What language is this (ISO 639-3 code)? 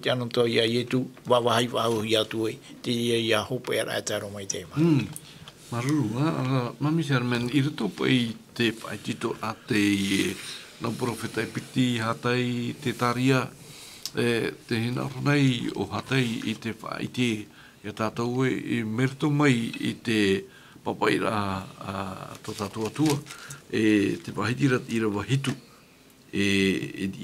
tah